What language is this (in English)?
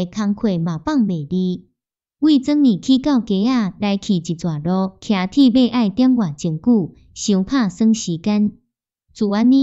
Min Nan Chinese